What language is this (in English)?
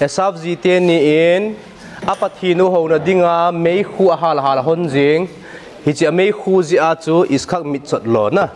Thado Chin